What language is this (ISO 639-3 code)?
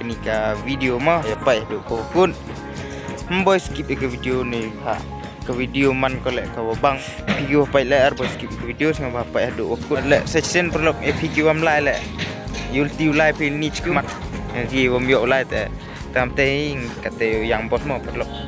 kha